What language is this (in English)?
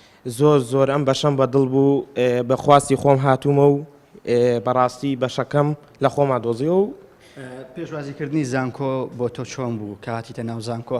Central Kurdish